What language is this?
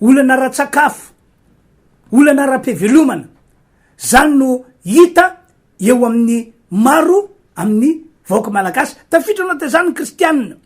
Malagasy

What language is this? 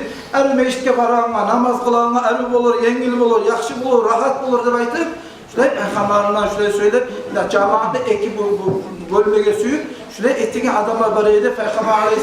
Kumyk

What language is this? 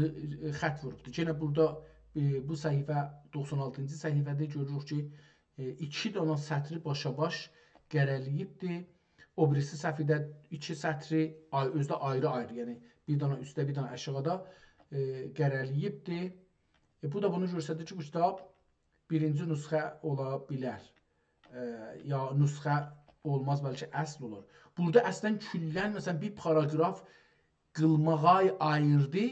South Azerbaijani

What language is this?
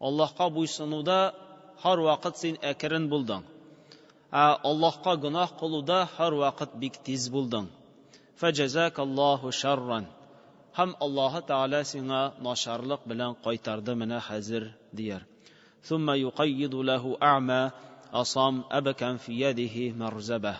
Tatar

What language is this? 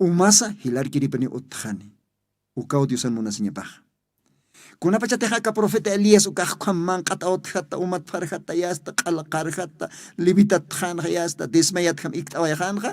Aymara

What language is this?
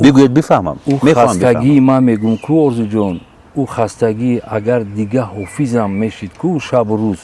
Tajik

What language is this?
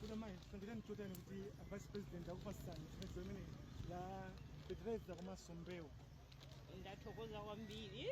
Nyanja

